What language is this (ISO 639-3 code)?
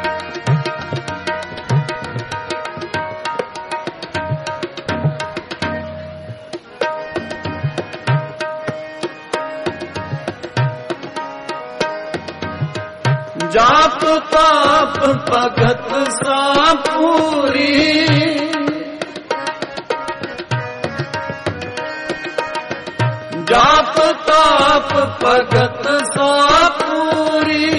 pan